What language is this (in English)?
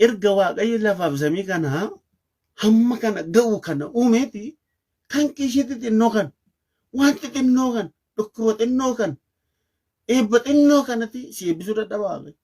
Oromo